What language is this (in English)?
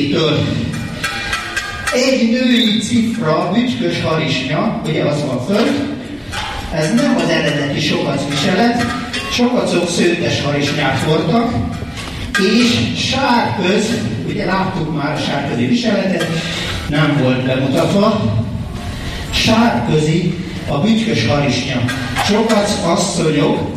Hungarian